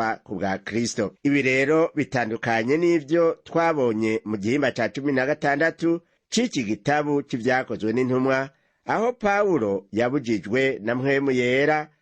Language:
Rundi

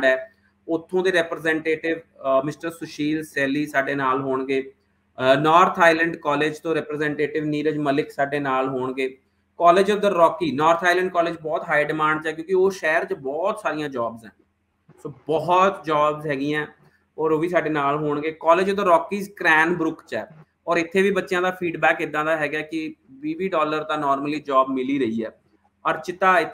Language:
Punjabi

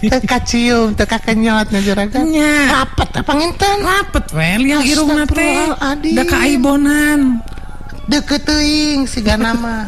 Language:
Sundanese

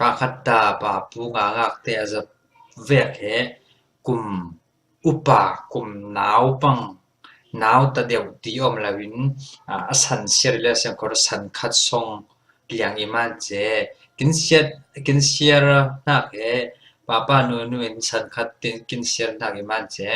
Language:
Falam Chin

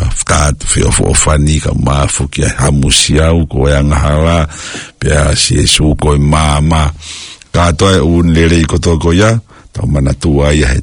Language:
Tongan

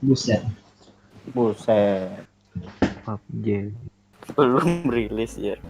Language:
Banjar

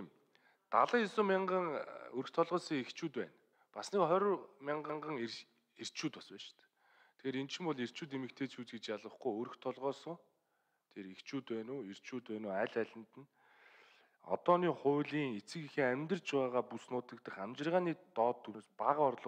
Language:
Mongolian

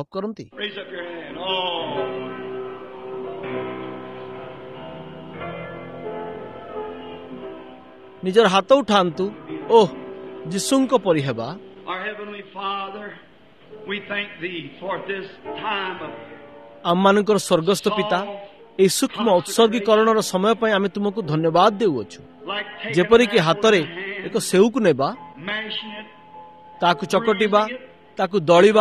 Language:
Odia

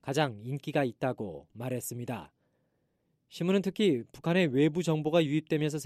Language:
Korean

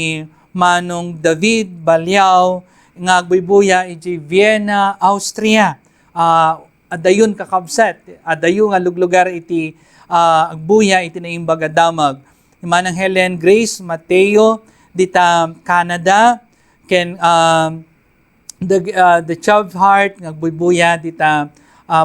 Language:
Iloko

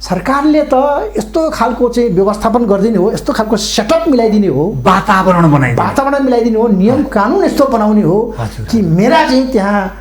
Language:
Nepali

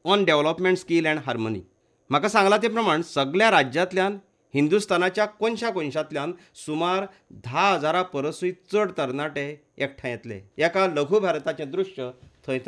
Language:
Konkani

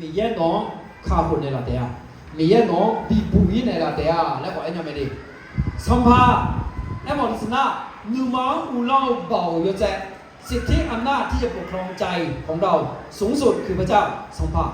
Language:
Akha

